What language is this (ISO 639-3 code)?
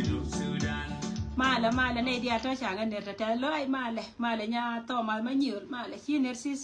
nus